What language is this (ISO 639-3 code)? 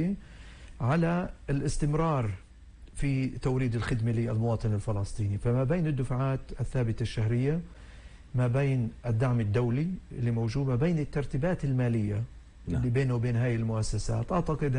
apc